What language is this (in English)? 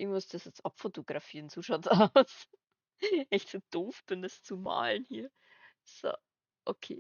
Bavarian